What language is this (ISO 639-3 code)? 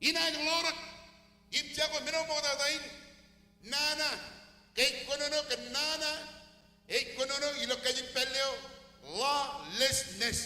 mah